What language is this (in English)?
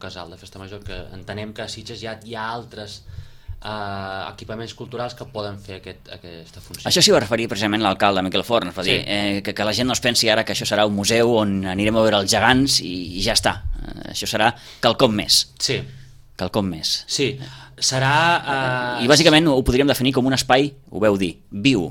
Catalan